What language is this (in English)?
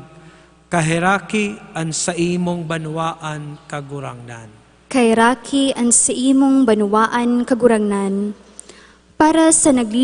Bikol